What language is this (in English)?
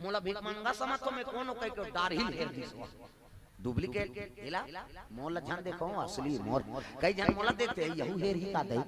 Chhattisgarhi